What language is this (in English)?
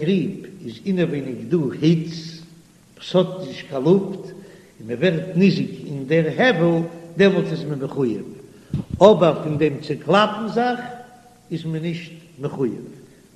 Yiddish